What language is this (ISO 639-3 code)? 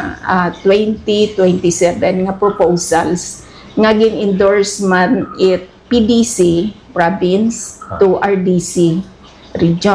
hil